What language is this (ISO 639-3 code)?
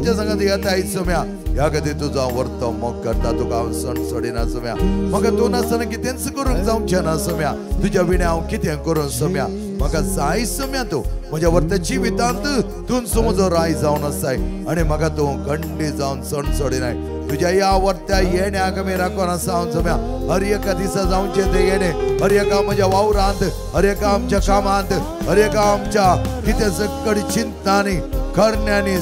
kok